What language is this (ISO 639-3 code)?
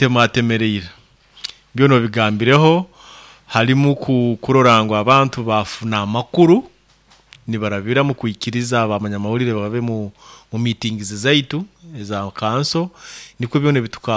nyo